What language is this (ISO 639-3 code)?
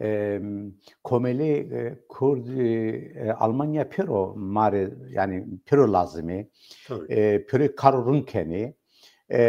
zza